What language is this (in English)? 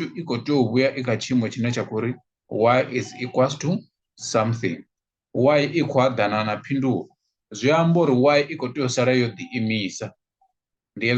Venda